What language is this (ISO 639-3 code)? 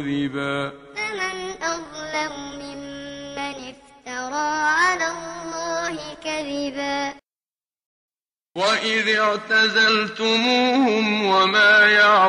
ara